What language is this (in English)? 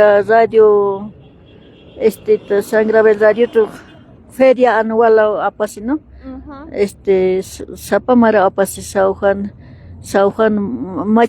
Aymara